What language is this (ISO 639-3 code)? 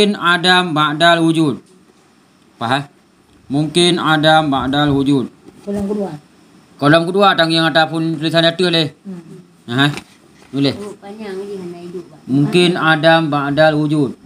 ace